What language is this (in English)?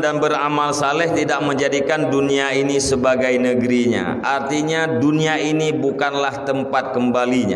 Achinese